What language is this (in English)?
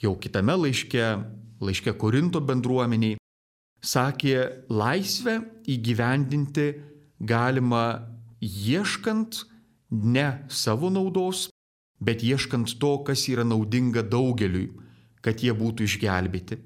Lithuanian